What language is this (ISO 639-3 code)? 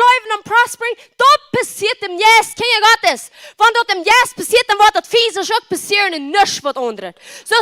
pdt